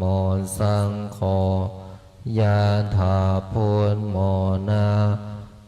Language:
Pali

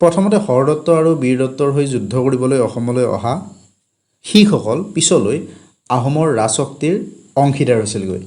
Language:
Assamese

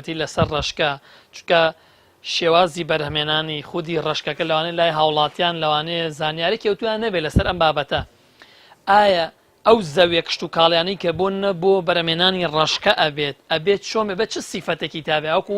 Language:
Central Kurdish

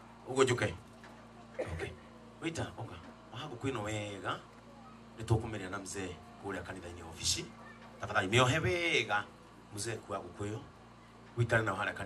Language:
Kikuyu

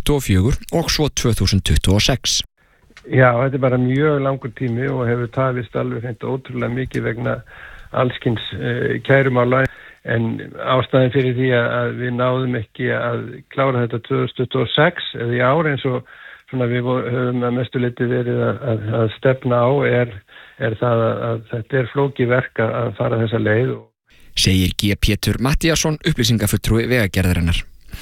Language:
Icelandic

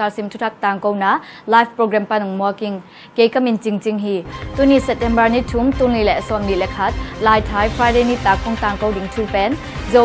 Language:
Tedim Chin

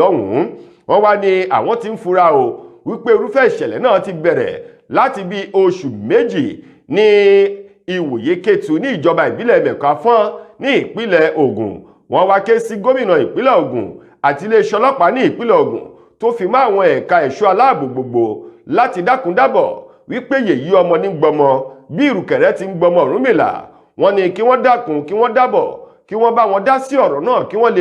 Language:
Yoruba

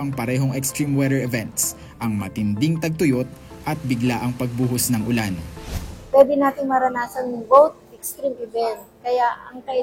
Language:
Filipino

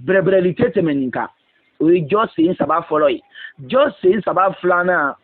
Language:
Bambara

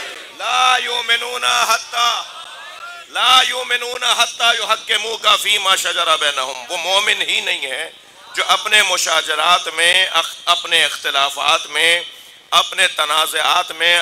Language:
Urdu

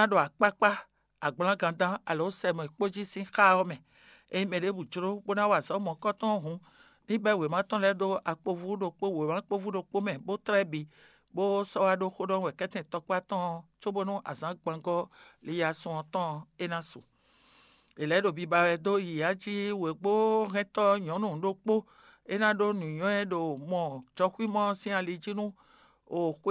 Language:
Fon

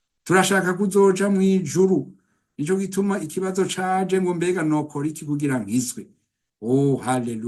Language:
Rundi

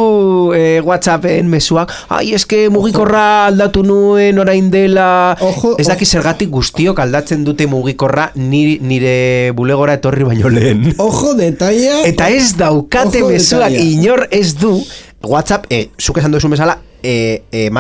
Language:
Basque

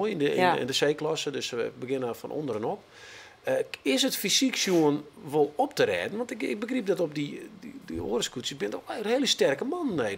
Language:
Western Frisian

